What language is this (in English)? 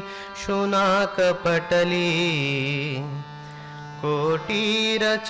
Sanskrit